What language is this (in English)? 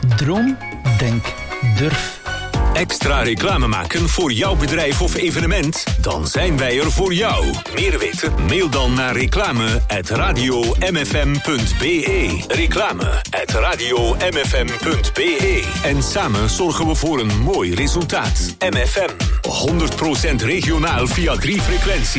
Dutch